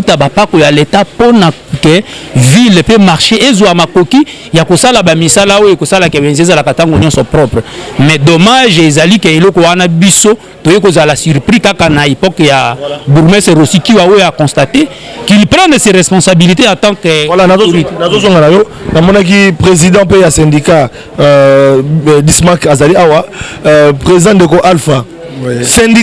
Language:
Lingala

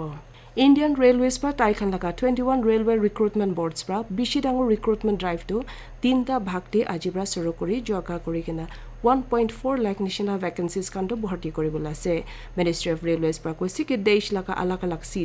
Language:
Naga Pidgin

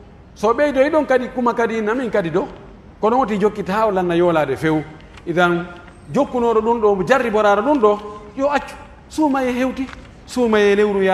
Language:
Pular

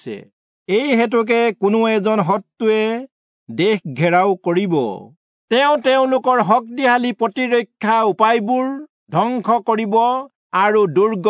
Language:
Assamese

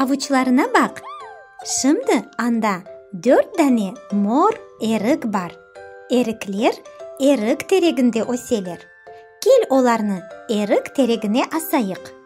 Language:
Crimean Tatar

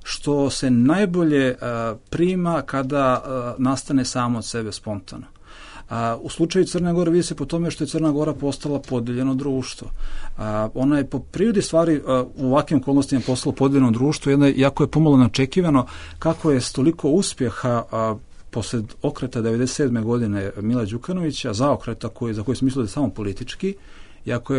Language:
Bosnian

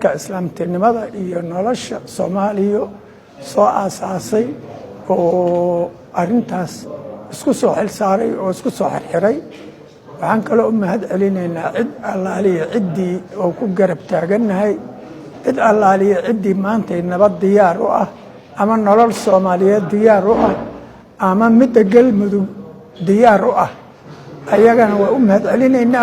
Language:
Somali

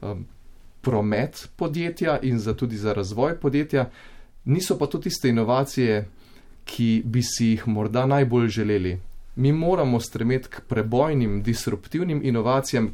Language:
Slovenian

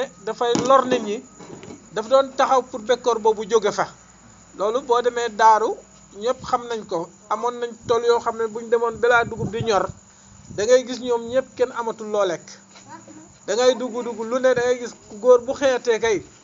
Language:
Wolof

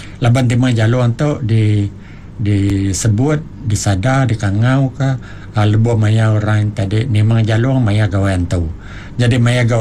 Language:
Iban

